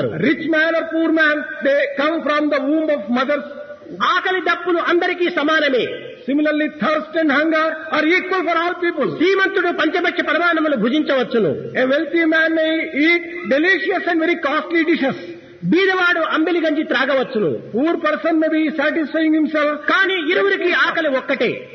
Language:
Telugu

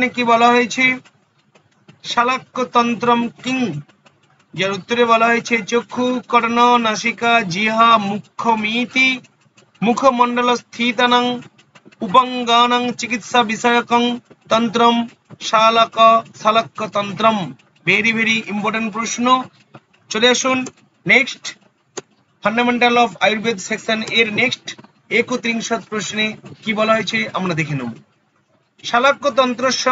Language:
Bangla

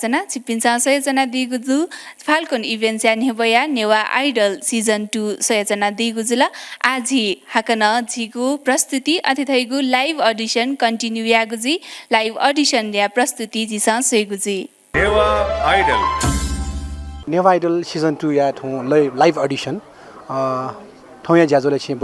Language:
Newari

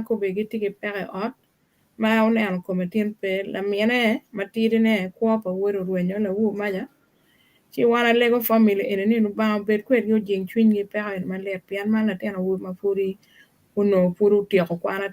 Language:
Acoli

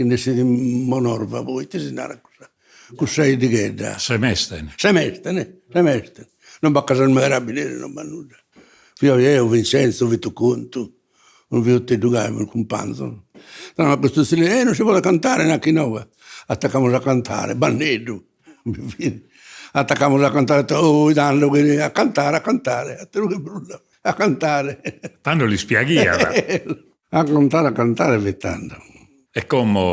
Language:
Sardinian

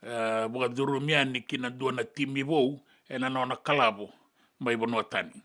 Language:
Fijian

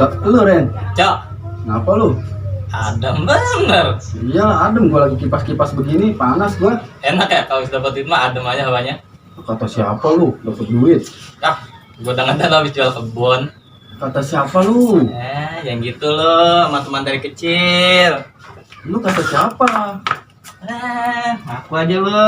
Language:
Betawi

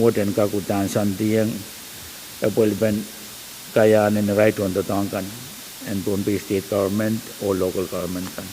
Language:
Pohnpeian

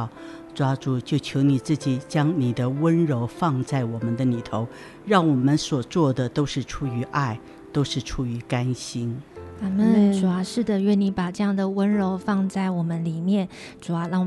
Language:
Chinese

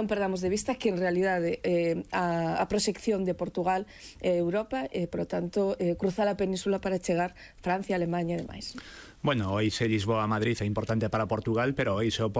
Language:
Galician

